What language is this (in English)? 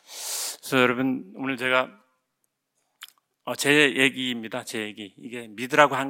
Korean